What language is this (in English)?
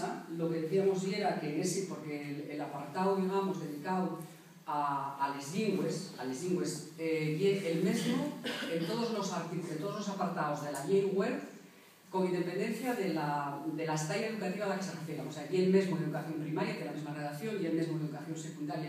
Asturian